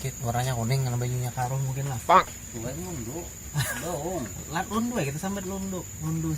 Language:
Banjar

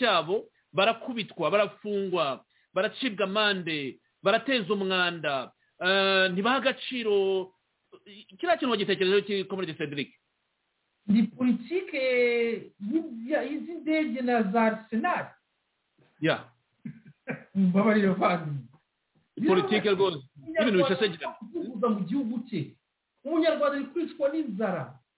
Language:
Kinyarwanda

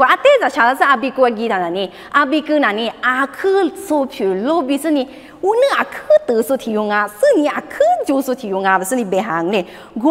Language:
Lisu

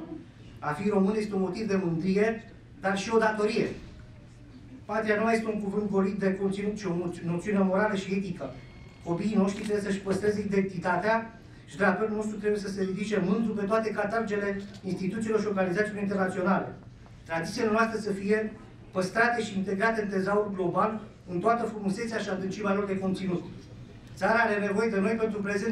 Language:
Romanian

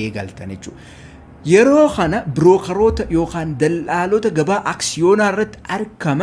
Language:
Oromo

